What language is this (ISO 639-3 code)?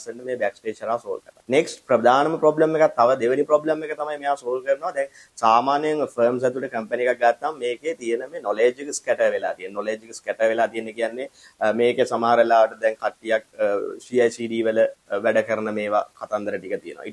sin